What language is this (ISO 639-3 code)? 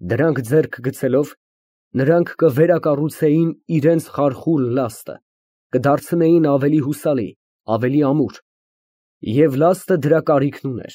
hye